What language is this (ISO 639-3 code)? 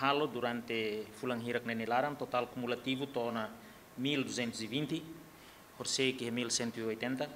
tet